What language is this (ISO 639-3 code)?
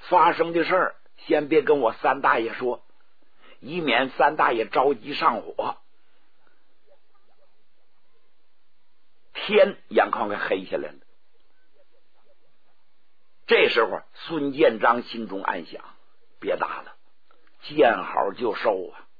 zho